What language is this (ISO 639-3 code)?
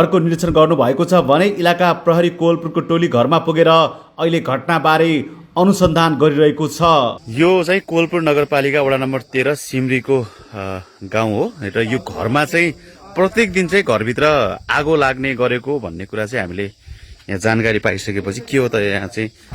nep